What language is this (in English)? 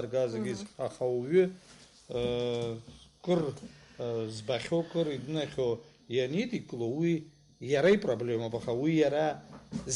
Abkhazian